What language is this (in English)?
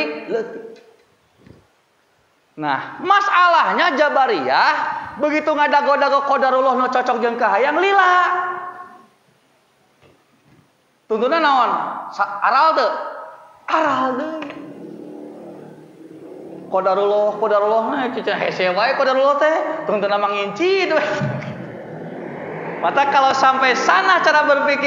Sundanese